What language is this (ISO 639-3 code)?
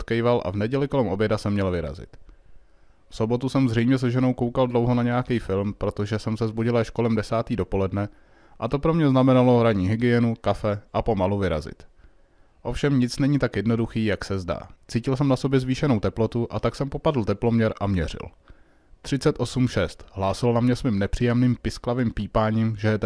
ces